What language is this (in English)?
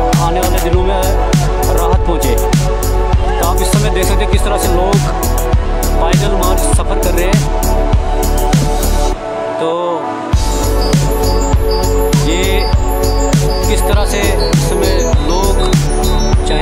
Hindi